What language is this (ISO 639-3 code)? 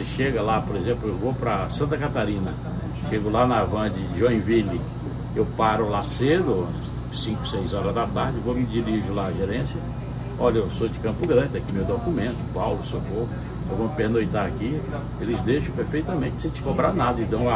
por